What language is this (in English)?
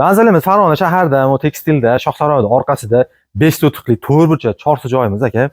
Uzbek